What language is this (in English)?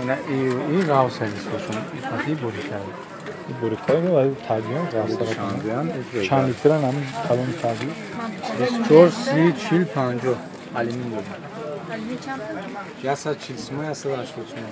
Tajik